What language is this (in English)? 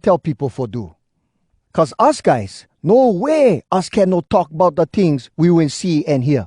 Hawai'i Creole English